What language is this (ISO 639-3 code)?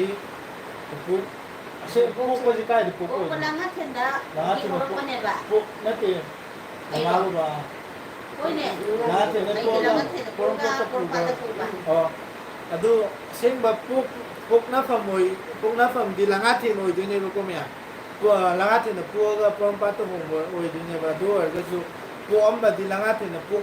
mni